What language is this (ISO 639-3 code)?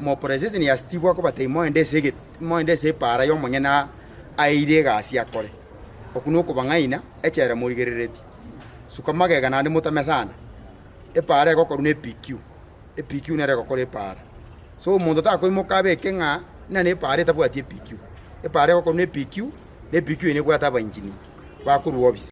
guz